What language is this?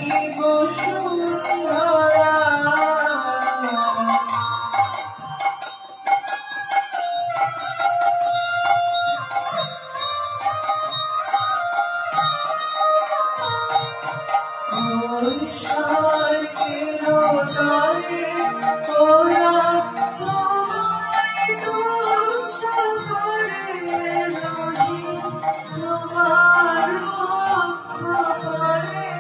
Bangla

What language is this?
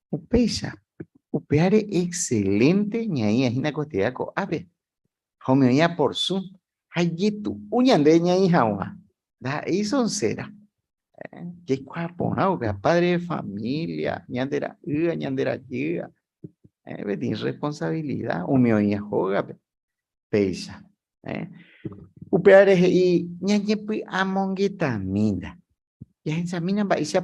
Guarani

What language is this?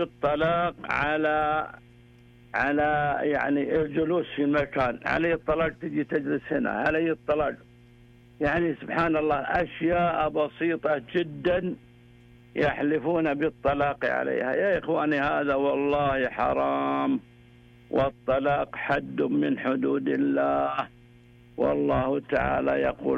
Arabic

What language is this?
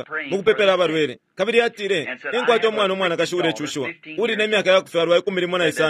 Bemba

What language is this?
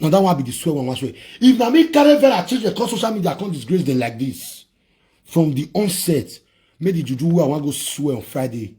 Nigerian Pidgin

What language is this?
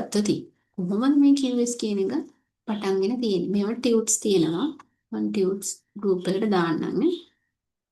Sinhala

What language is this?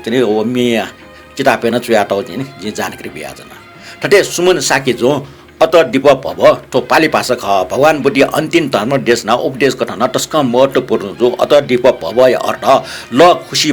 Newari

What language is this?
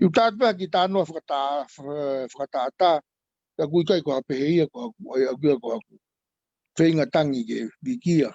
Tongan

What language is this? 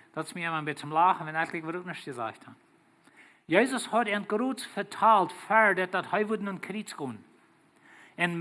Plautdietsch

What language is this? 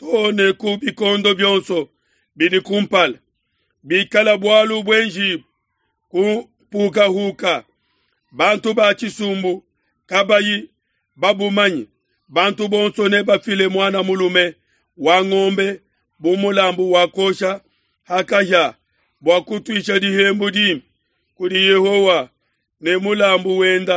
Luba-Lulua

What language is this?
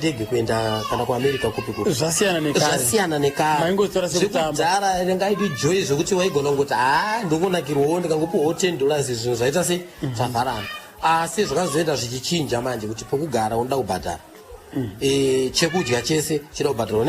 Shona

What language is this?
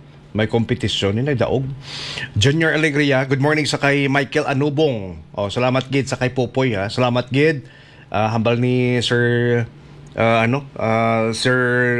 Hiligaynon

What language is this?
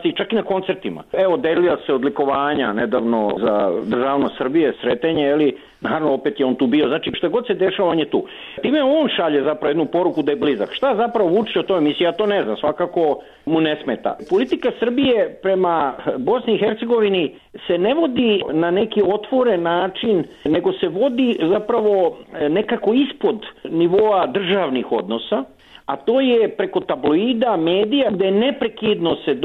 Serbian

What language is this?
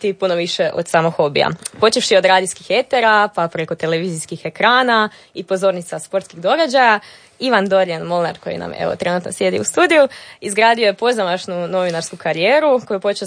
Croatian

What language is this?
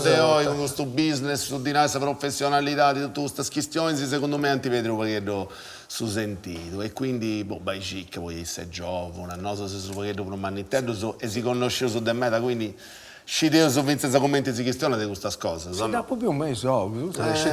Sardinian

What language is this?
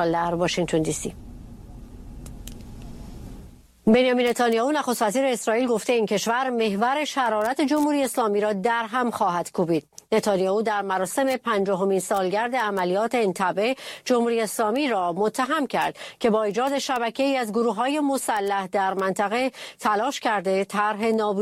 Persian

